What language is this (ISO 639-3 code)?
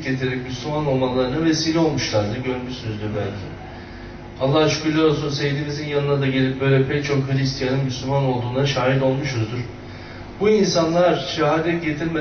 tur